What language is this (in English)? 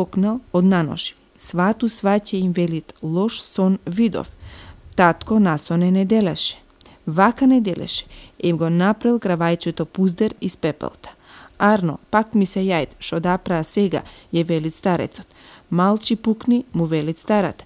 Macedonian